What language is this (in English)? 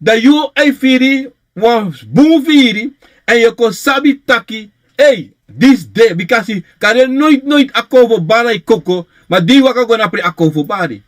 Sranan Tongo